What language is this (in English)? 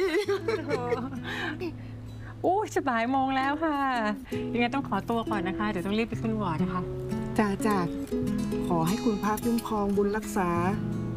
Thai